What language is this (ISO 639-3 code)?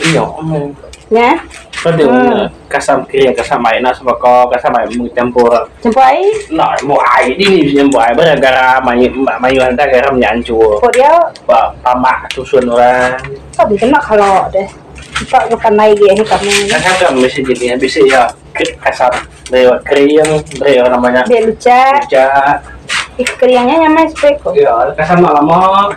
iba